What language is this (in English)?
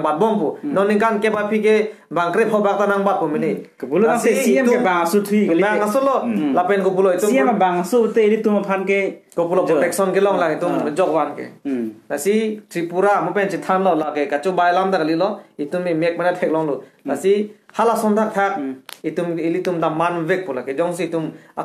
Karbi